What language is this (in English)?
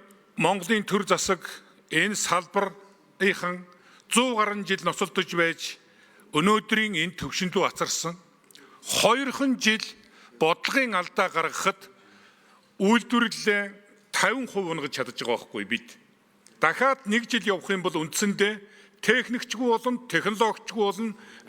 Mongolian